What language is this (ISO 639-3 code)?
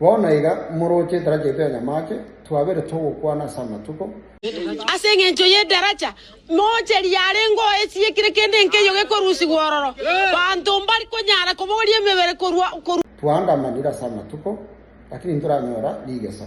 guz